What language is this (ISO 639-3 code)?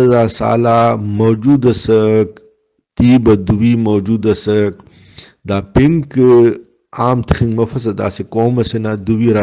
brh